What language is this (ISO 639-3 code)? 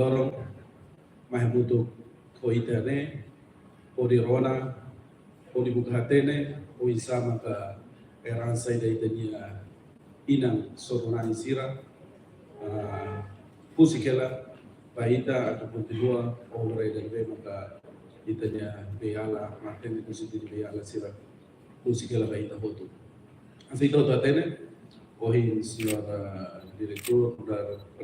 tet